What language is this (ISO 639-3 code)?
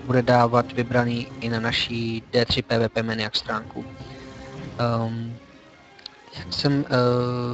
ces